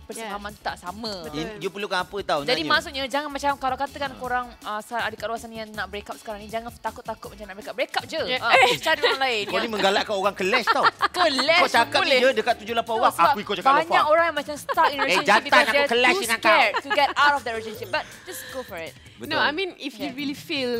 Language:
Malay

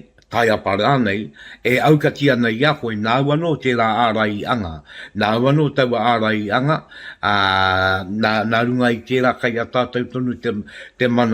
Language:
Māori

